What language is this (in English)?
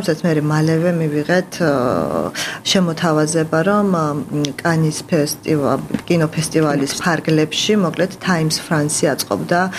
Georgian